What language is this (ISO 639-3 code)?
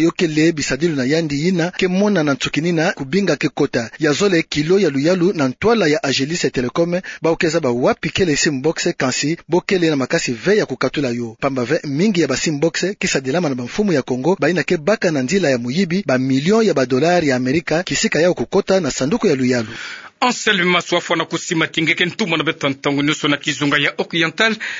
ktu